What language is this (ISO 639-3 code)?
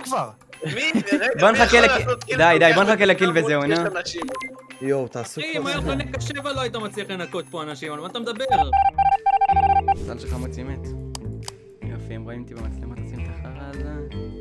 heb